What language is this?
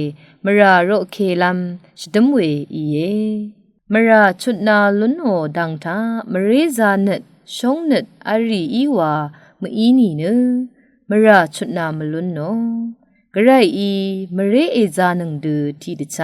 Rawang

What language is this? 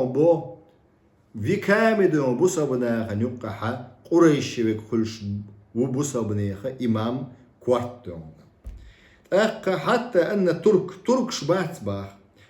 Chechen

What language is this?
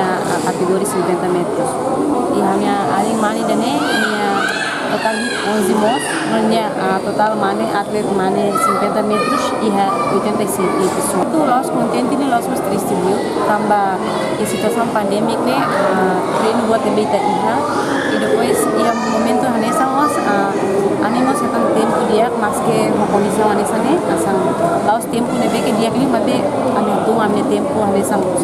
Tetum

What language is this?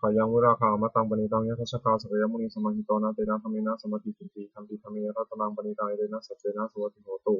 Pali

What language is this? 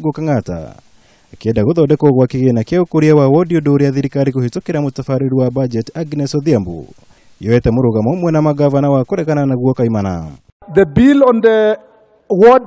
Kikuyu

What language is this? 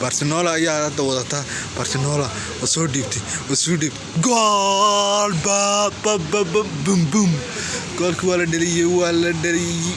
Somali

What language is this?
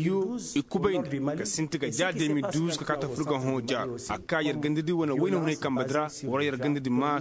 Koyraboro Senni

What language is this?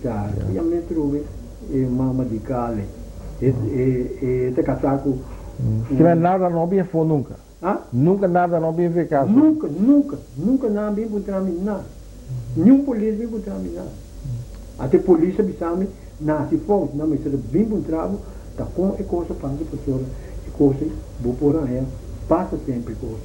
Papiamento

